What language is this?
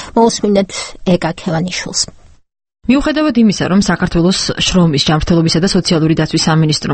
Georgian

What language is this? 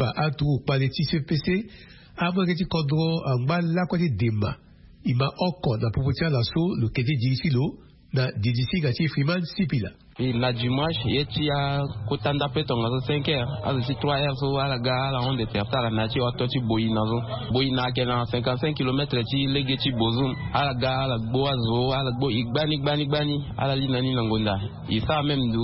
Sango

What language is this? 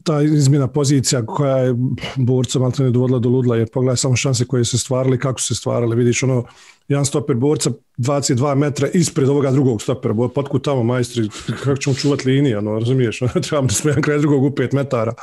Bosnian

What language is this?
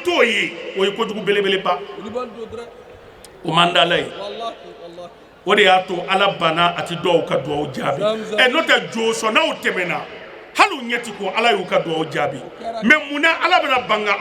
Bambara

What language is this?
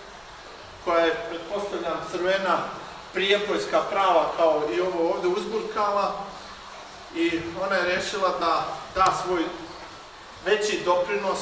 Serbian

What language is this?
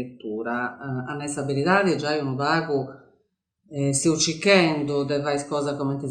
Sardinian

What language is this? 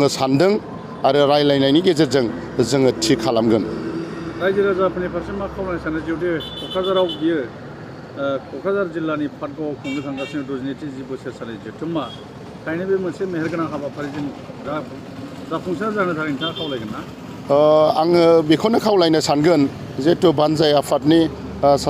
Bodo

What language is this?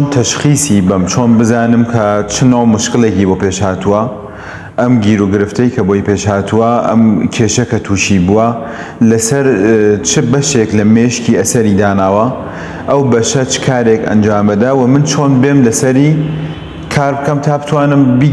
Central Kurdish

